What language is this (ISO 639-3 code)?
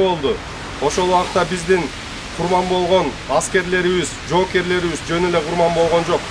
kir